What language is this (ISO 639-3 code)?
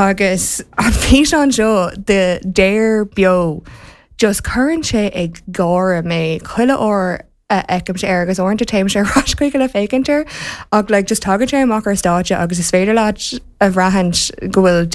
gle